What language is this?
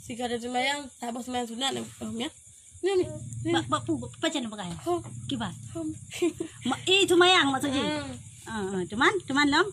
Achinese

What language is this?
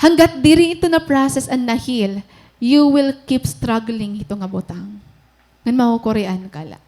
Waray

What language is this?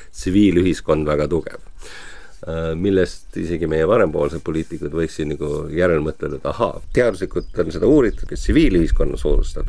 Estonian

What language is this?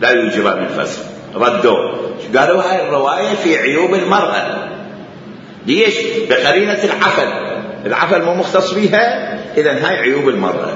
Mesopotamian Arabic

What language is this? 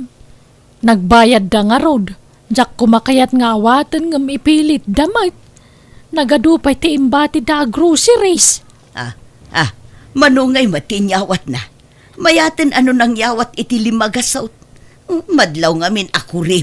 Iloko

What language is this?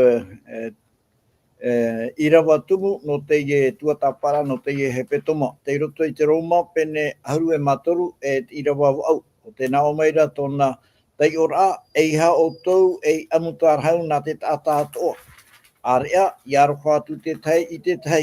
Tahitian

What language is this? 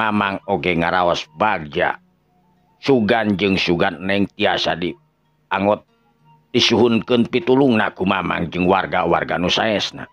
Sundanese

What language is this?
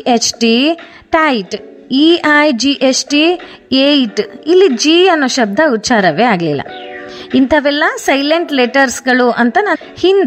Kannada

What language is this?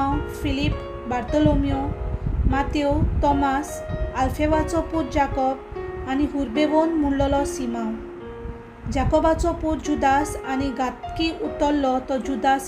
Konkani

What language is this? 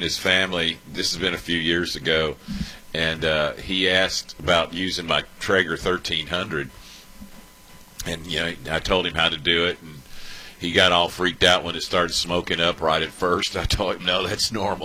English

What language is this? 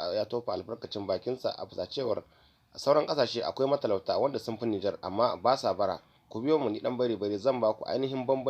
Hausa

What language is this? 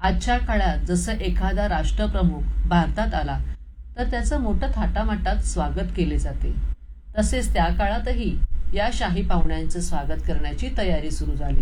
Marathi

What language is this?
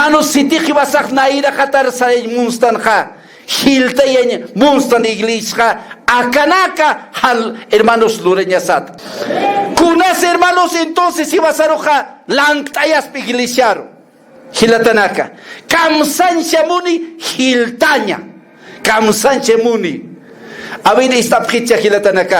Aymara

